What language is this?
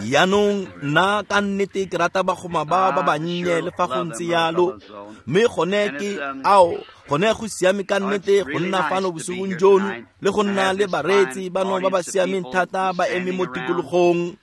Tswana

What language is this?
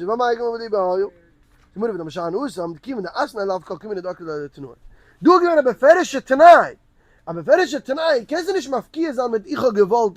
Yiddish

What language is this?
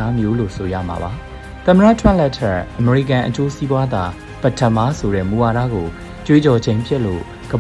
Burmese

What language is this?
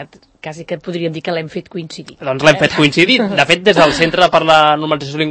Catalan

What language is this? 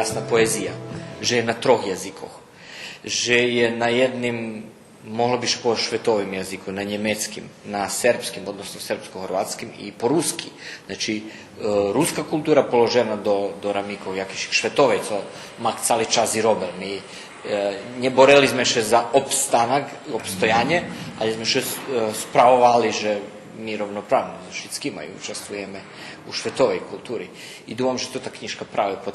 Rusyn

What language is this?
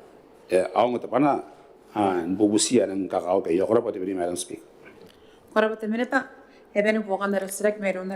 Gilbertese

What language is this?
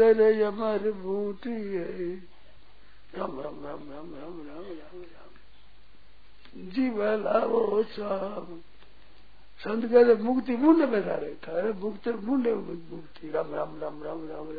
Hindi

